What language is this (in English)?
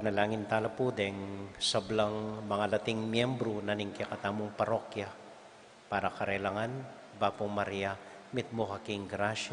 Pampanga